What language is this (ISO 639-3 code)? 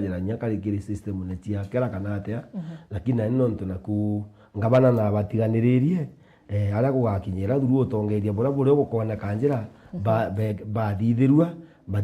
mer